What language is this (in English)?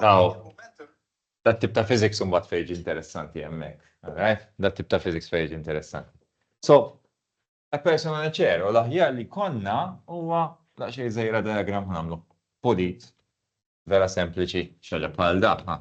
Maltese